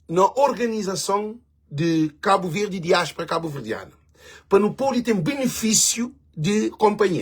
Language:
Kabuverdianu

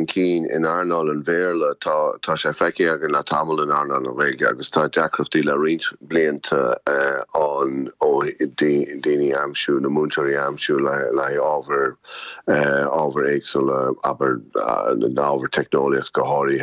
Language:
Irish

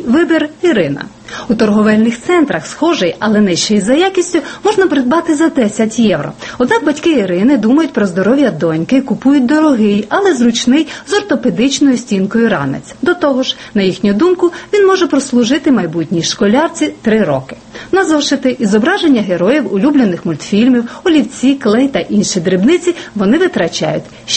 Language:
Ukrainian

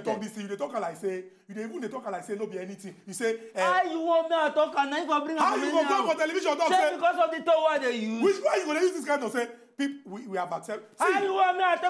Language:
Nigerian Pidgin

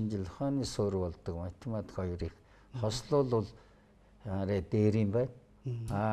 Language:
Mongolian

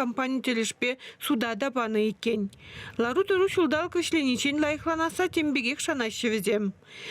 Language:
Chuvash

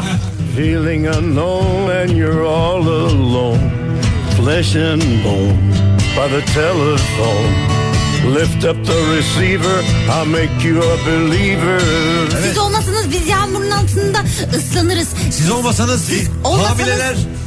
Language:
Turkish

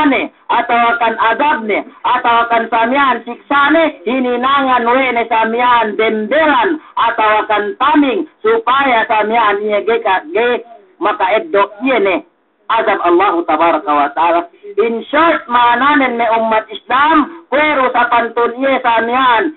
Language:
Yakan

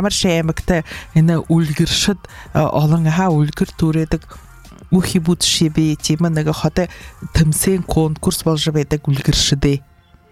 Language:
Buriat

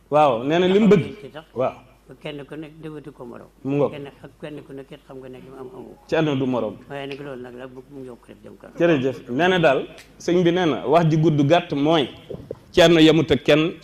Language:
Wolof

